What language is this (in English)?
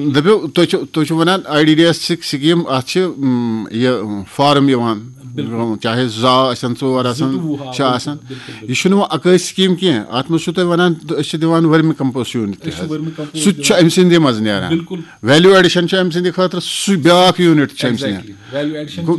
Kashmiri